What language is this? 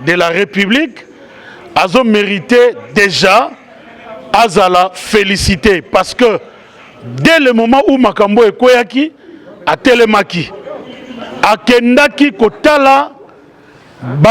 Lingala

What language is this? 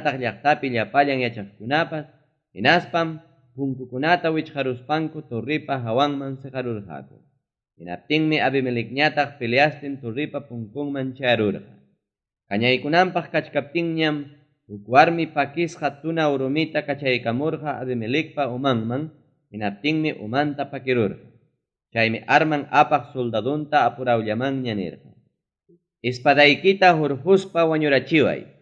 Ayacucho Quechua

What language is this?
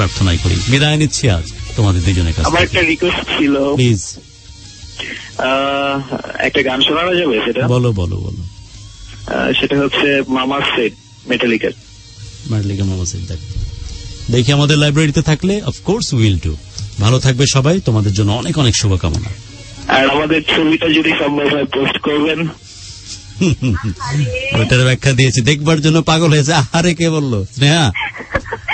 Bangla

